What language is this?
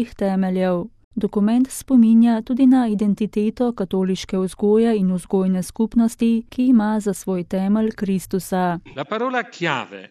Slovenian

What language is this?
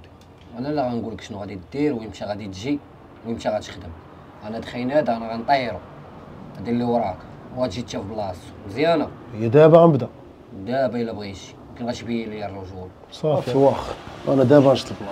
Moroccan Arabic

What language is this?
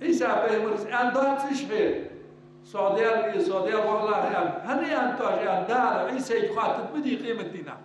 Ingush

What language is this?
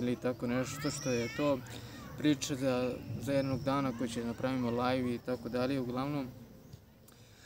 Serbian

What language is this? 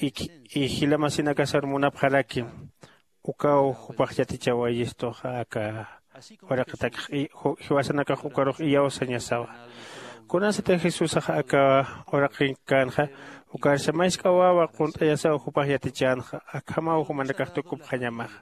Aymara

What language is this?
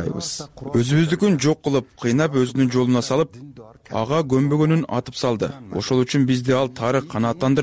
Kyrgyz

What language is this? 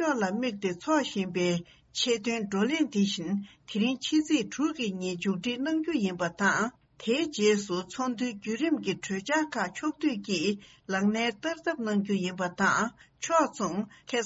Tibetan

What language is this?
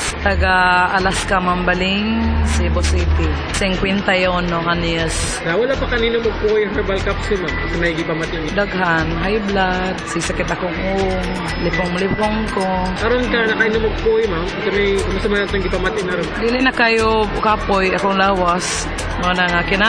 Cebuano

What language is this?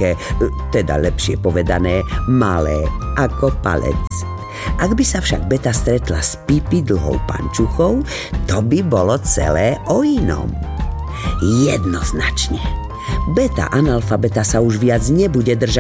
Slovak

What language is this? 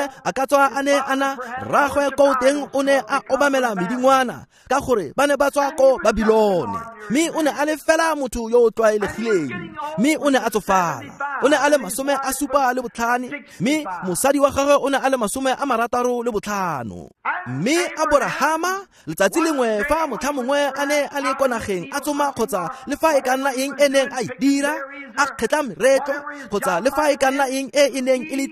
Tswana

